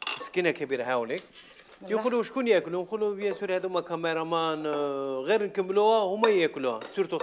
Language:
Algerian Arabic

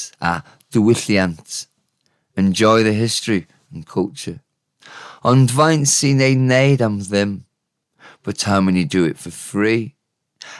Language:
Welsh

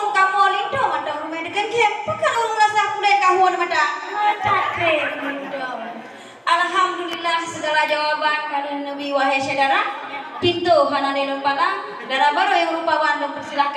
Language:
Achinese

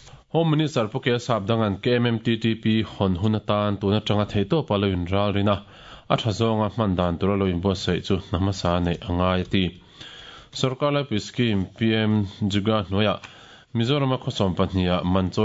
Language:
Mizo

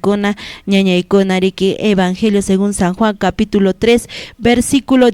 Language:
Quechua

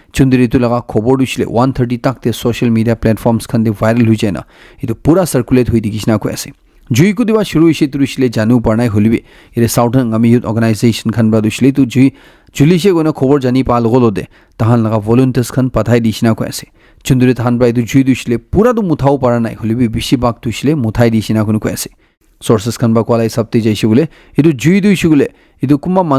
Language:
Naga Pidgin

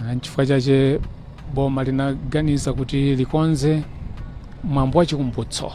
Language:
Nyanja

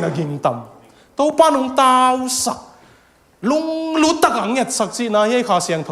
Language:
Tedim Chin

